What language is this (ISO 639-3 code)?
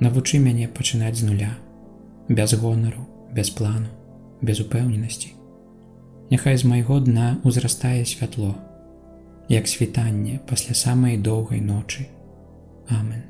bel